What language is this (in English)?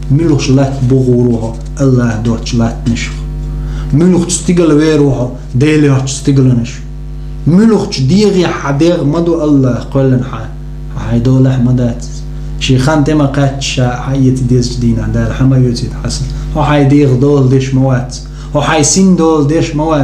Chechen